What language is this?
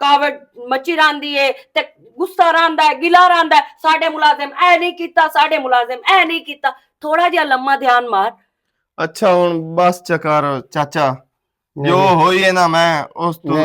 Western Panjabi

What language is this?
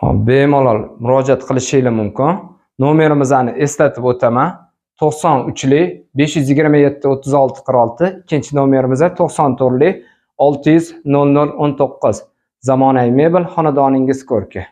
Uzbek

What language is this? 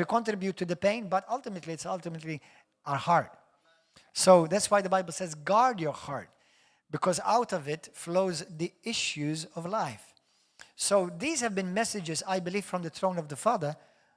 English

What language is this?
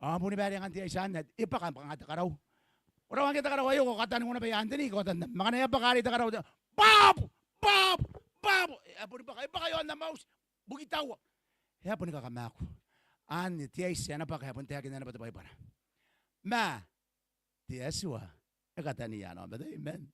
Gilbertese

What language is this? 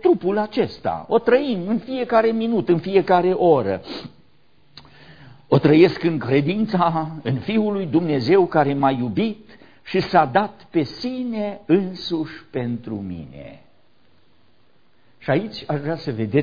Romanian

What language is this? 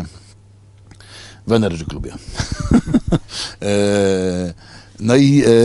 Polish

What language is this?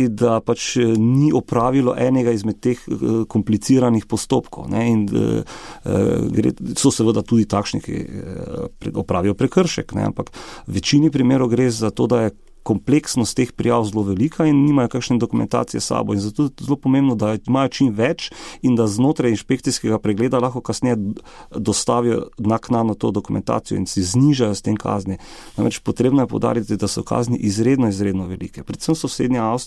Slovenian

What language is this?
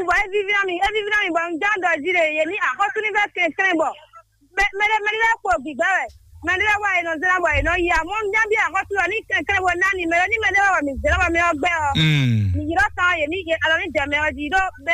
Fon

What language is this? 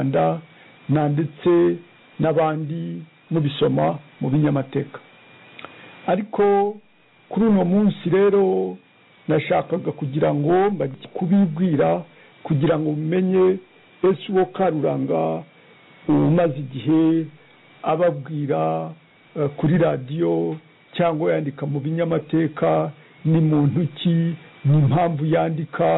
Kinyarwanda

